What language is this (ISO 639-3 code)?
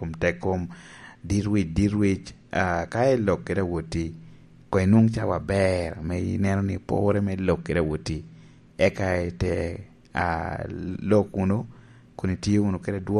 laj